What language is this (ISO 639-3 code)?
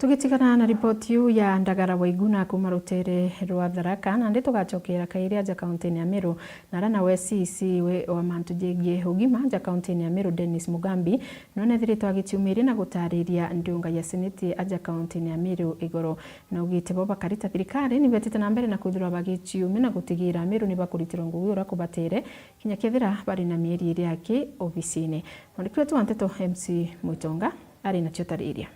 mer